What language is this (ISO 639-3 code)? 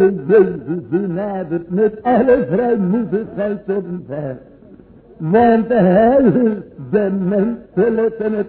nld